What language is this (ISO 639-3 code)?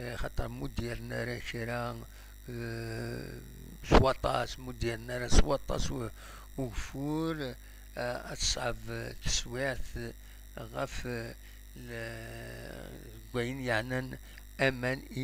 kab